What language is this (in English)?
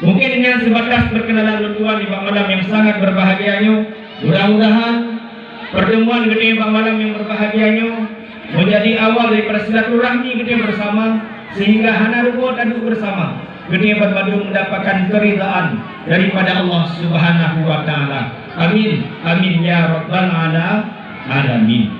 Achinese